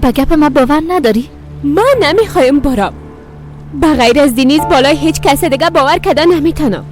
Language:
Persian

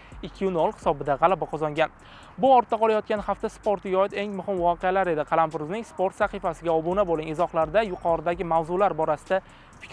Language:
Uzbek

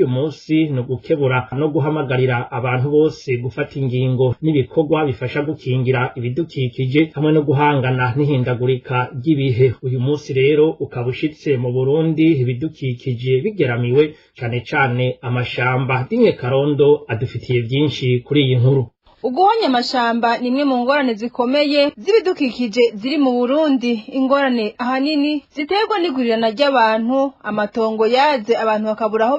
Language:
Rundi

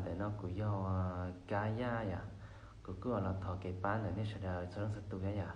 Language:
Hmong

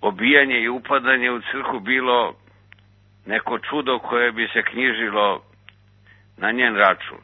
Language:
Serbian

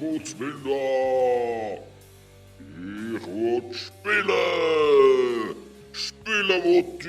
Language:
Swiss German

